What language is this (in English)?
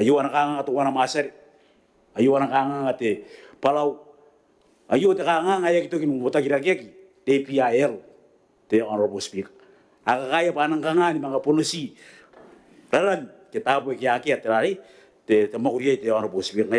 Gilbertese